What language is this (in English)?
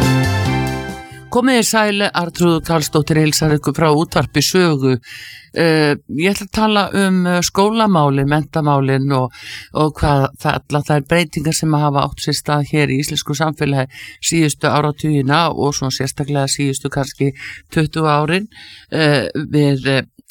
Icelandic